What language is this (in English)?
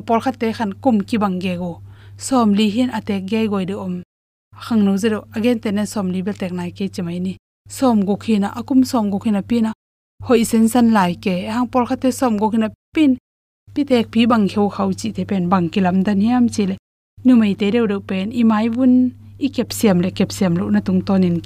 Tedim Chin